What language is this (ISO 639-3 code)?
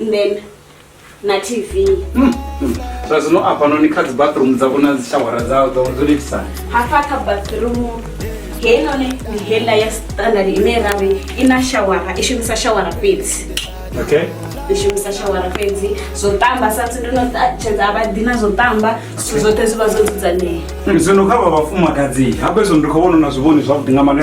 ven